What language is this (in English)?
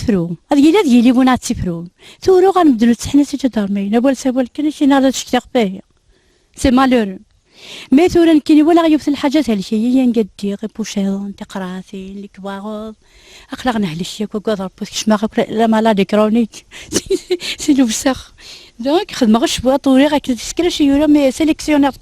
Kabyle